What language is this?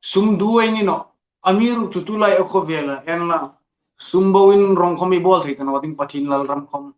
Hmar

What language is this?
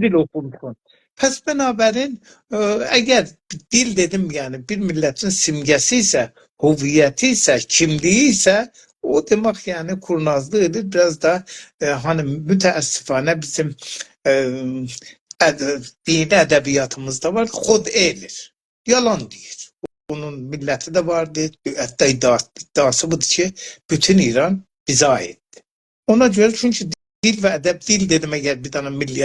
South Azerbaijani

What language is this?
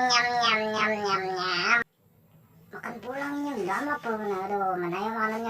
Banjar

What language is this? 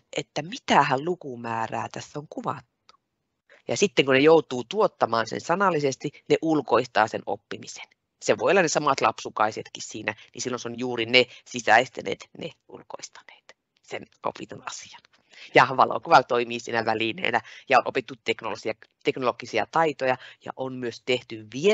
Finnish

